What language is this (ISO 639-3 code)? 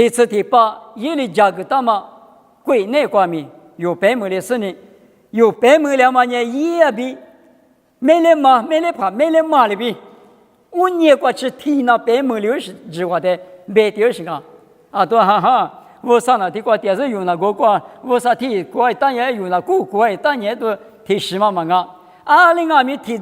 lis